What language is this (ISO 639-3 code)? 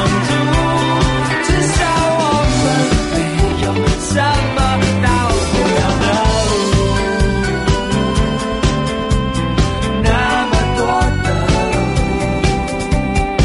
zho